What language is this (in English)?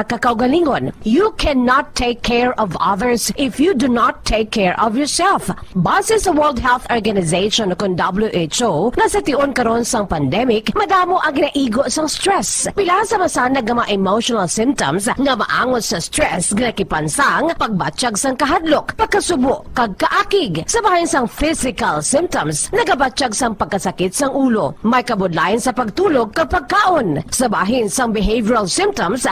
Hiligaynon